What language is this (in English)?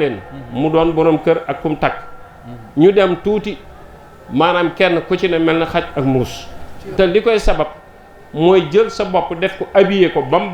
Wolof